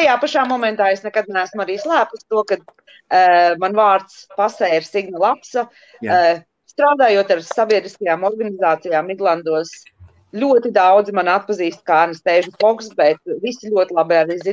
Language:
Latvian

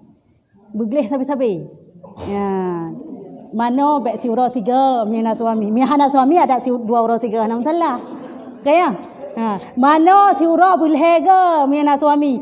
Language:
Achinese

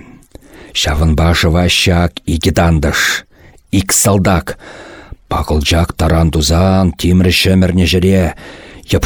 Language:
Chuvash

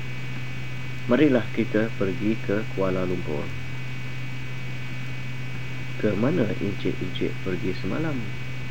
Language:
Malay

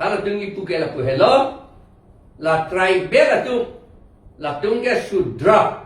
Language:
Karbi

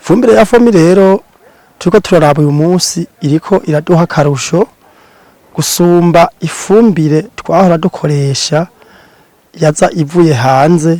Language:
Rundi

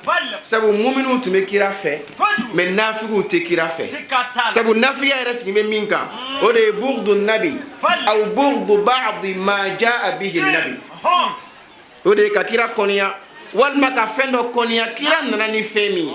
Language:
Bambara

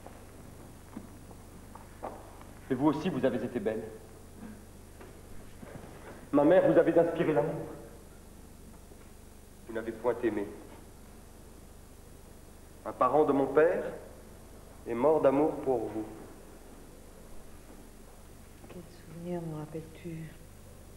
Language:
French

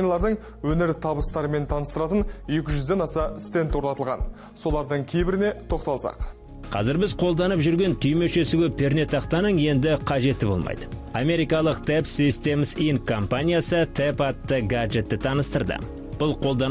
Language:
Kazakh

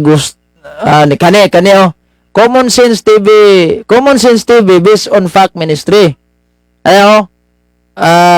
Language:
Cebuano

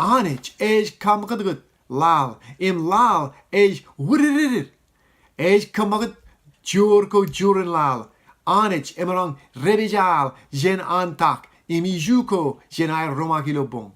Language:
Marshallese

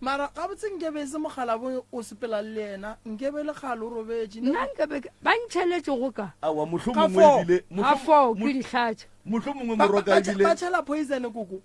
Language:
Northern Sotho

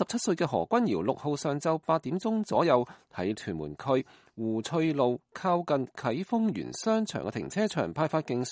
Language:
Cantonese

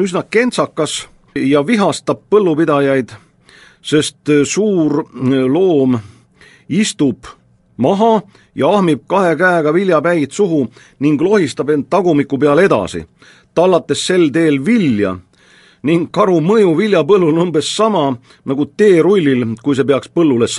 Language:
Estonian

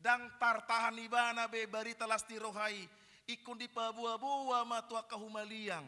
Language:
Batak Toba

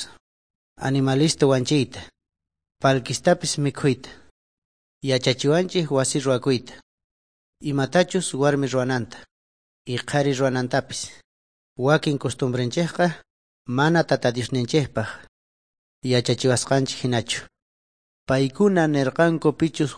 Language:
Quechua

